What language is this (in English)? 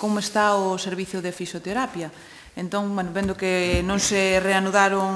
Galician